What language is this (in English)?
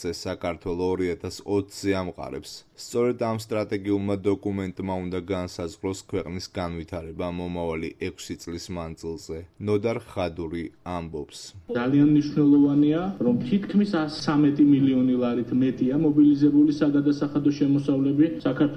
Georgian